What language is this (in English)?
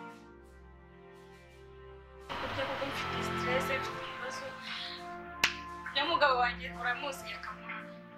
Kinyarwanda